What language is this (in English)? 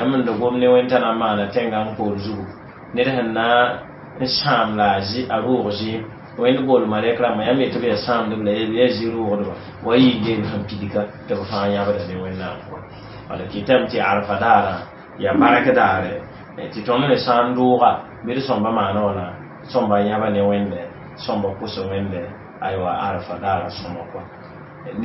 Mossi